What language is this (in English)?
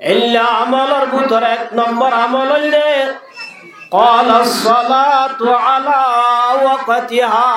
Rohingya